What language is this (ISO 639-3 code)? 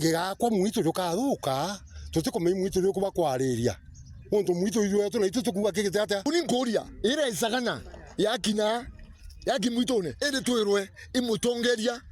mer